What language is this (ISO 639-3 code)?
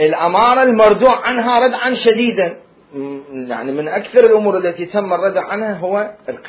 acm